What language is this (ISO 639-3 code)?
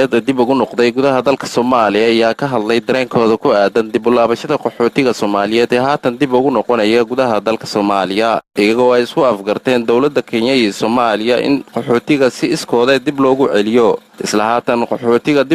som